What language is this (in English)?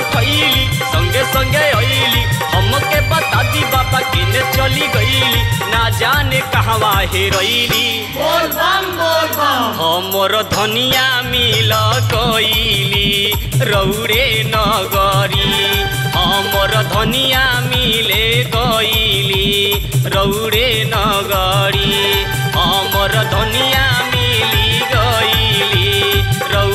Bhojpuri